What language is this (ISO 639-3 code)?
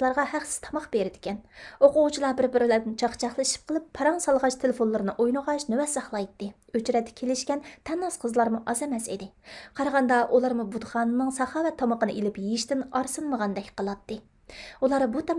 uig